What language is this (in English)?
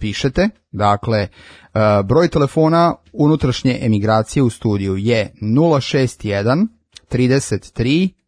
Serbian